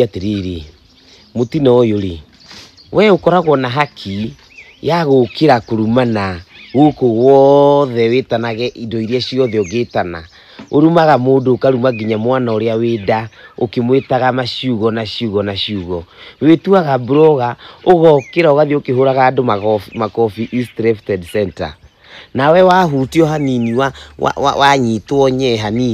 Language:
Kikuyu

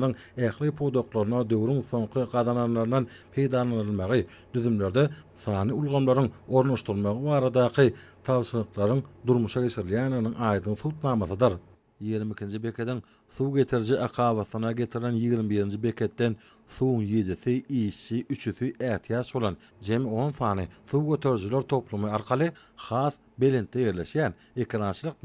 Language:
Turkmen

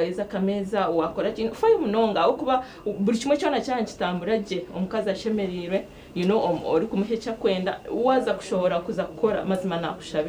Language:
Nyankole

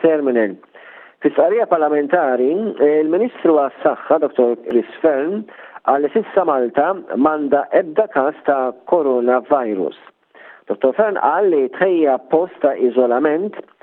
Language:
Maltese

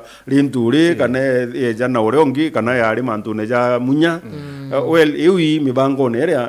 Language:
Meru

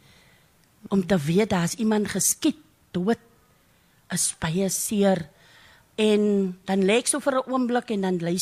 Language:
Afrikaans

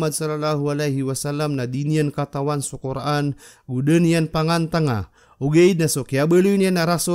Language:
Maranao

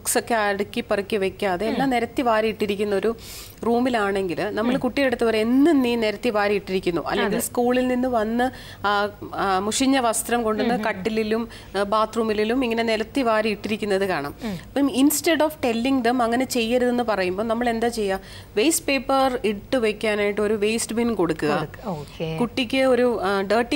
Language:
Malayalam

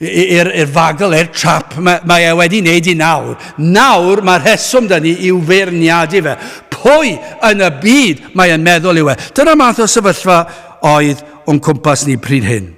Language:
Welsh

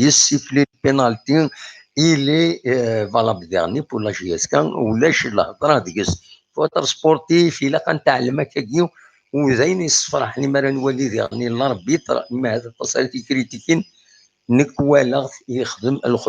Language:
Kabyle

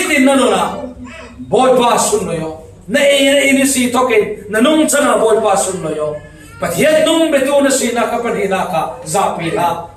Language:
Falam Chin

